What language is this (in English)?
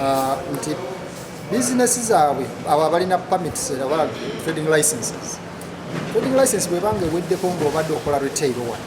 Ganda